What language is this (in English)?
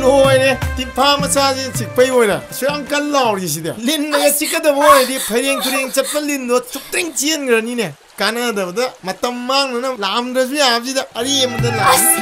Manipuri